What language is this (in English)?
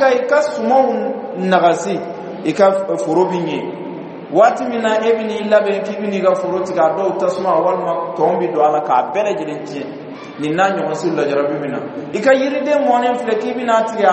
Bambara